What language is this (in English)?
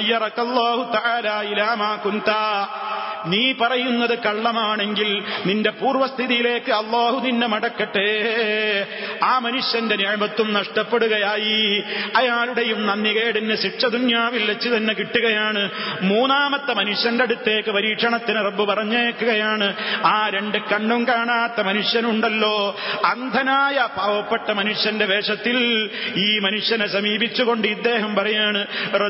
Malayalam